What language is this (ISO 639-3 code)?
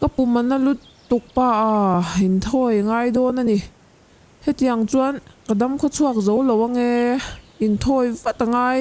lus